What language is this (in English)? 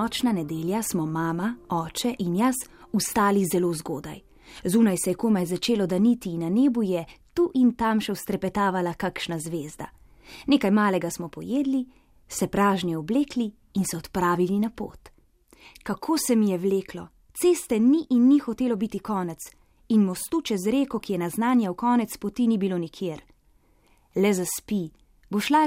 Slovenian